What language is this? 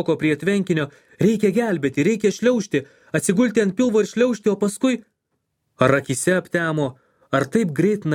Lithuanian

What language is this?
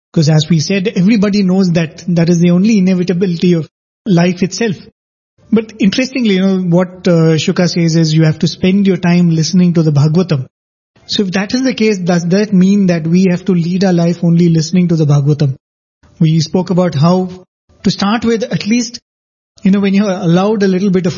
English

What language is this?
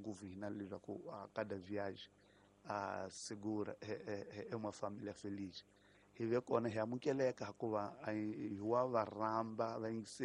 Tsonga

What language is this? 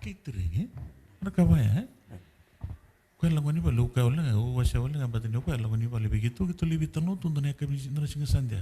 Fijian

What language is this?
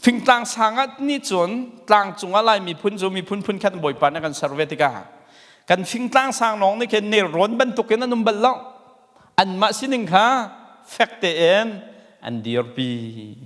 Hakha Chin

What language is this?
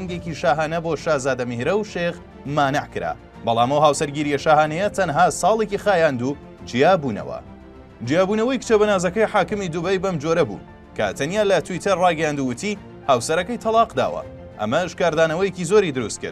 Central Kurdish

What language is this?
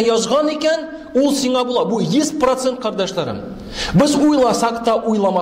Tatar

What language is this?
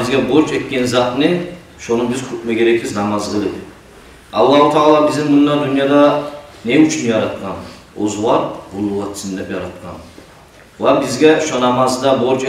Kumyk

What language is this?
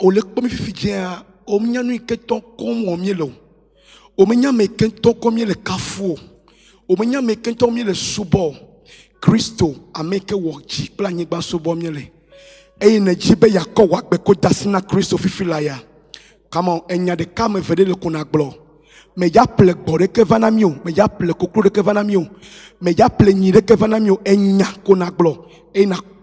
Ewe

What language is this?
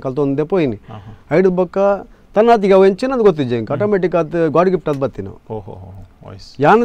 Tulu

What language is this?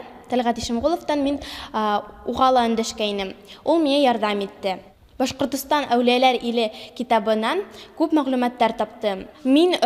Bashkir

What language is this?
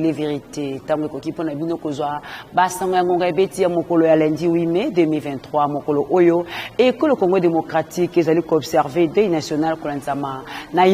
Lingala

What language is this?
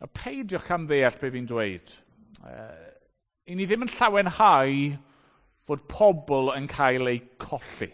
Welsh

